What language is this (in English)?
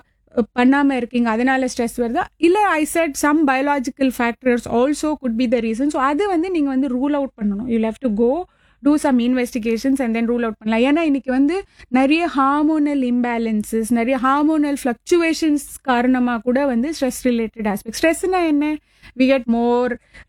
Tamil